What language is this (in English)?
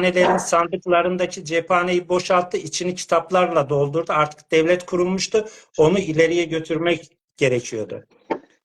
South Azerbaijani